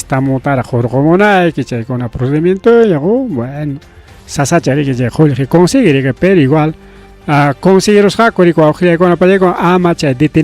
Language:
Ayacucho Quechua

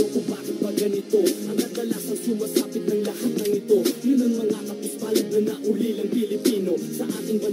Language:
Filipino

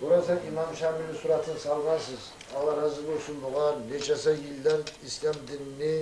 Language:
Kumyk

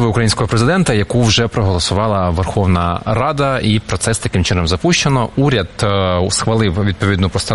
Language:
Ukrainian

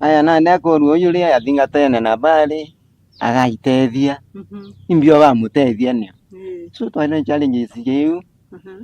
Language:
Meru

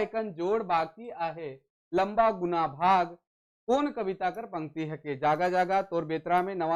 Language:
Sadri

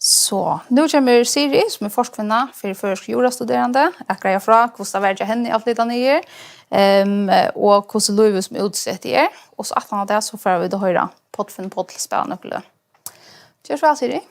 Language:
Faroese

